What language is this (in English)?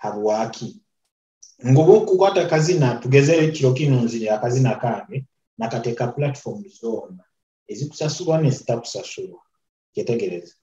Nyoro